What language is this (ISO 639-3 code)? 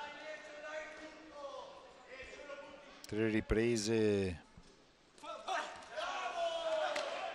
ita